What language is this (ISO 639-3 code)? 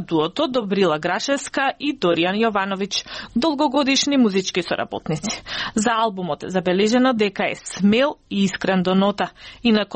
mkd